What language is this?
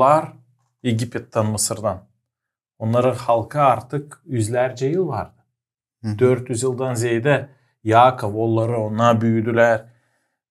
Gagauz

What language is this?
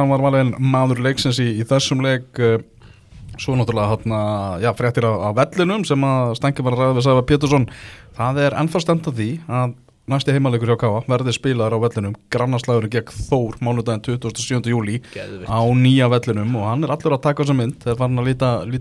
Icelandic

